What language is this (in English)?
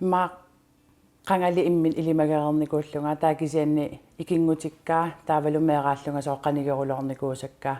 Kalaallisut